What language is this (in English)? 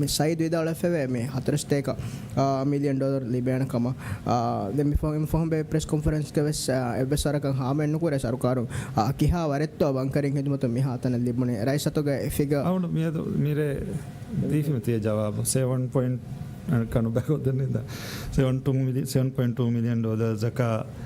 Divehi